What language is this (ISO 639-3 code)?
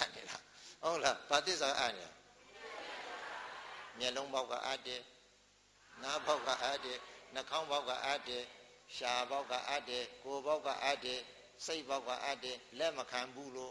mya